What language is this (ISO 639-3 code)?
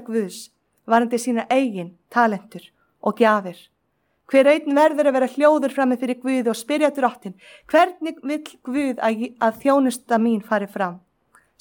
isl